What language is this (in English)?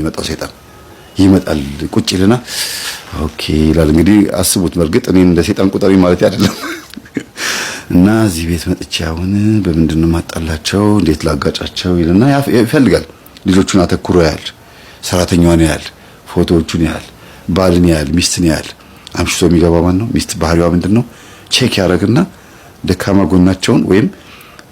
Amharic